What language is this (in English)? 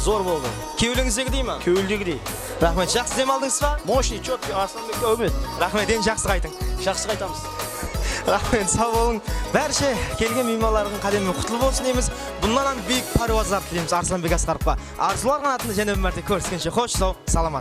Kara-Kalpak